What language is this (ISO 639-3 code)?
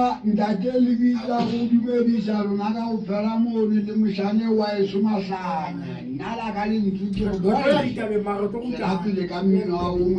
sot